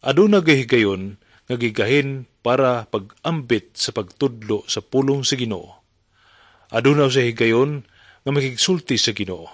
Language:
Cebuano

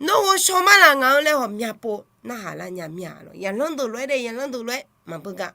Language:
Akha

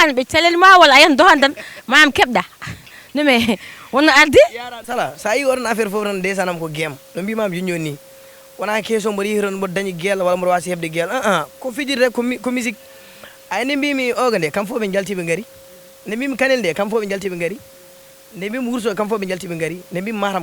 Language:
Fula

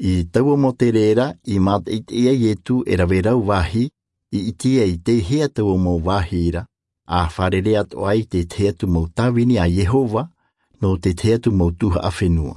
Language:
Tahitian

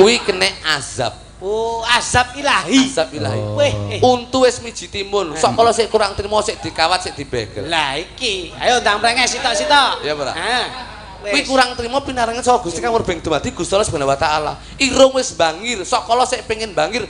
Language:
Javanese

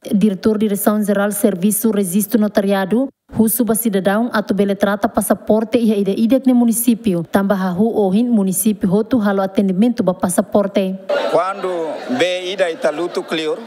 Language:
Tetum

